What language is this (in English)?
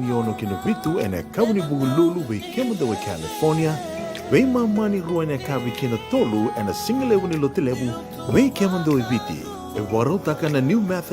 Fijian